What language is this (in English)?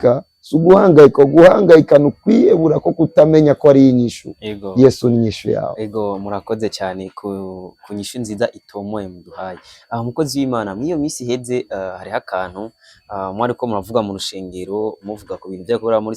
Rundi